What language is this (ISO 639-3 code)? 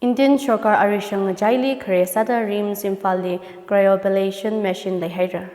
nmf